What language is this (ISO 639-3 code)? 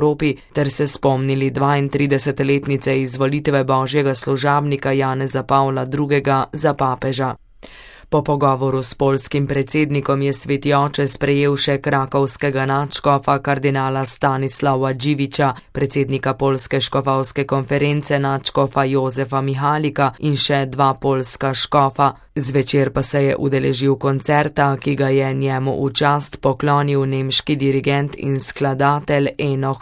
slv